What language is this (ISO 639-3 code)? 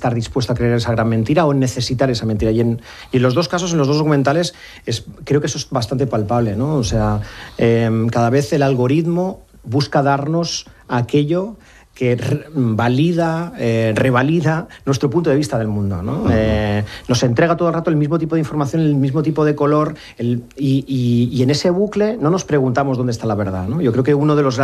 spa